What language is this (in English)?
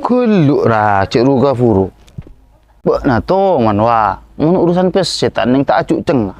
Madurese